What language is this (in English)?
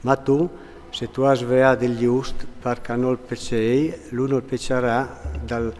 Friulian